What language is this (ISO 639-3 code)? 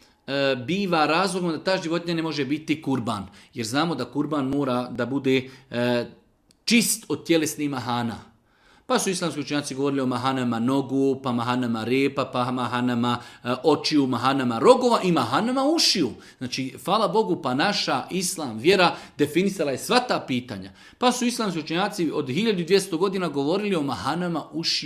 bos